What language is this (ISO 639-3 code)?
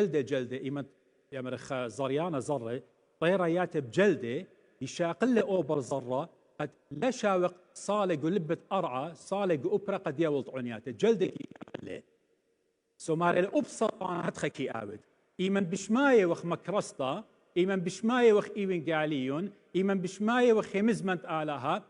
aii